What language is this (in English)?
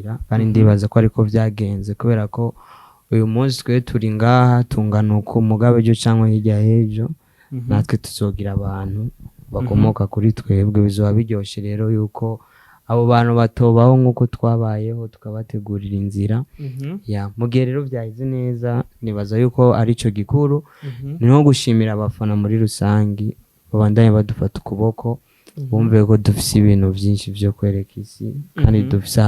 Rundi